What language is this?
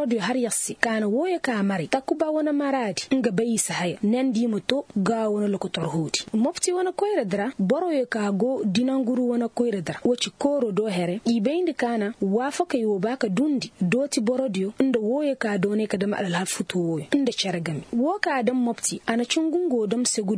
Koyraboro Senni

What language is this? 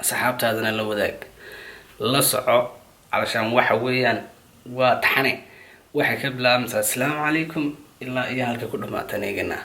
Somali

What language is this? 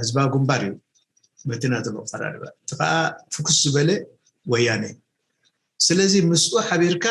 Tigrinya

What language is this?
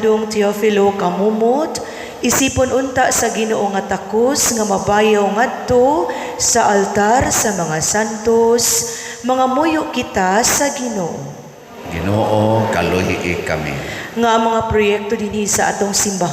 Cebuano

